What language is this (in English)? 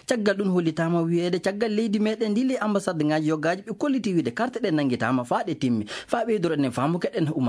Nigerian Fulfulde